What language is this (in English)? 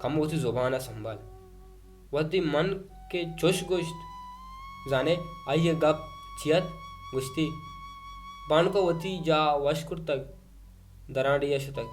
Baluchi